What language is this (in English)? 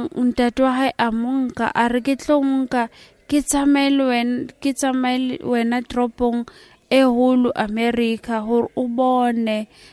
Southern Sotho